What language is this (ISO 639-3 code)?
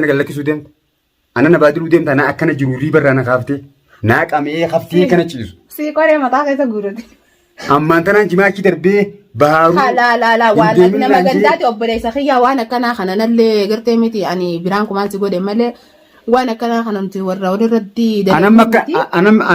orm